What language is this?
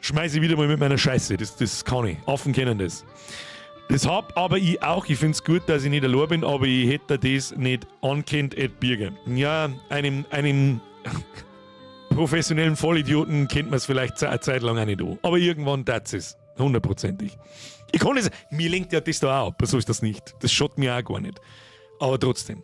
Bavarian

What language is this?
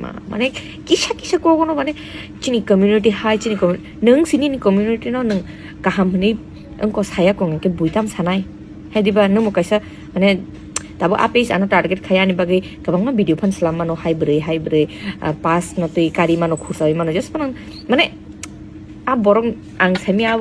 Kok Borok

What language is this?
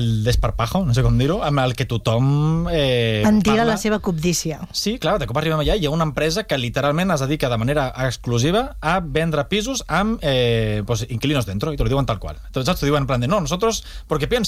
Catalan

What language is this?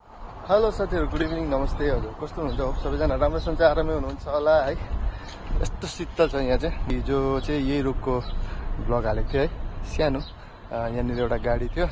Nepali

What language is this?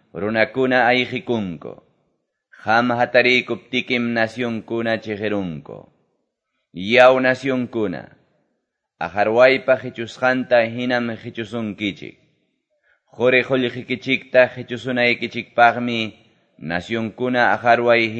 Quechua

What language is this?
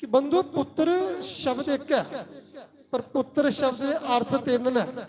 Dogri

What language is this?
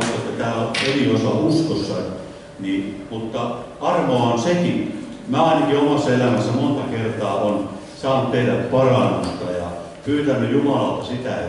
Finnish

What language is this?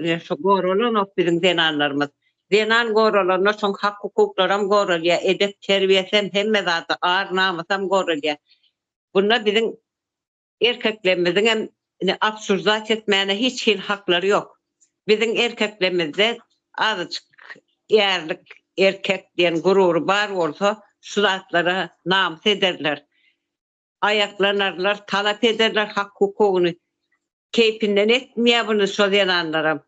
Turkmen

